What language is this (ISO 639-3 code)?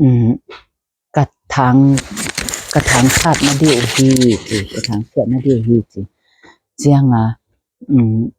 ctd